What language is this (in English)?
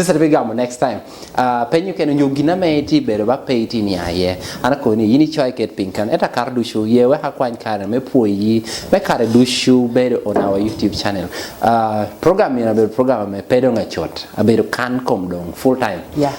Lango (Uganda)